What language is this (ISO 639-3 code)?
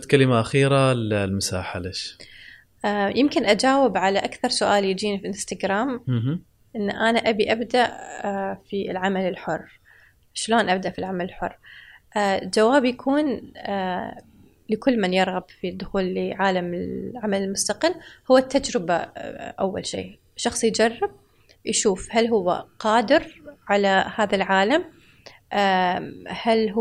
afb